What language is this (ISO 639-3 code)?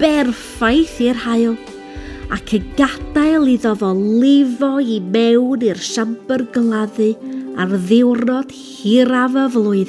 cym